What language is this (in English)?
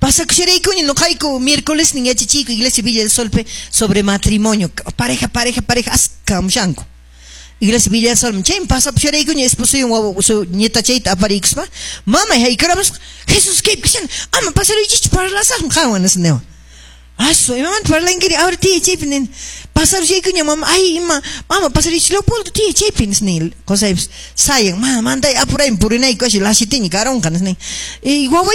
Quechua